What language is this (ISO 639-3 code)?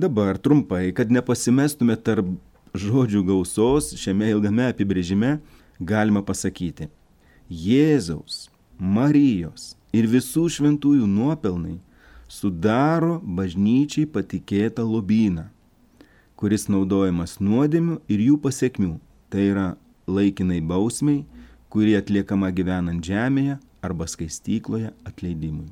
lit